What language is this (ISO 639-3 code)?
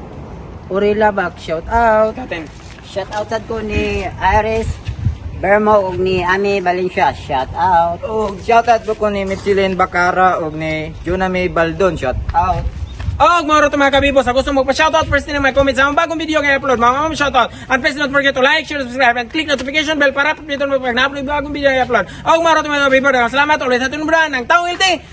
ceb